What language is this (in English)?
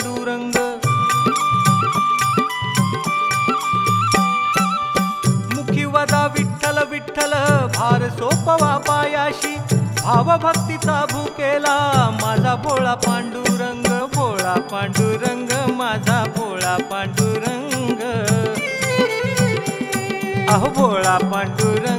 Marathi